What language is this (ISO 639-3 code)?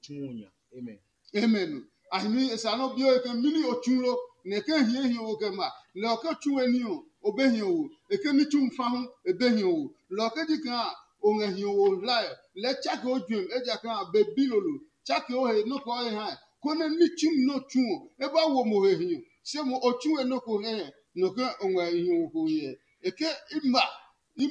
ada